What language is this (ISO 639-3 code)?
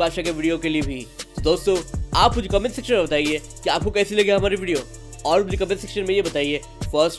hin